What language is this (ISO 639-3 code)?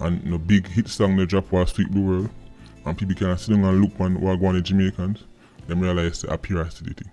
jam